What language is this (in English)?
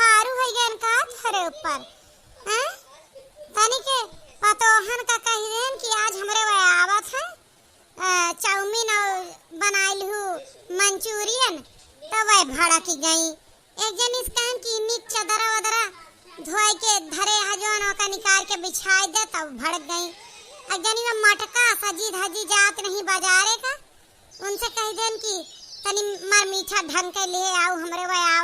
Awadhi